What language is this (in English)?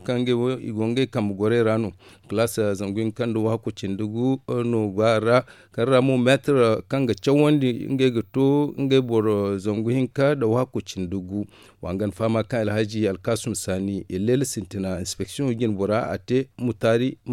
Zarma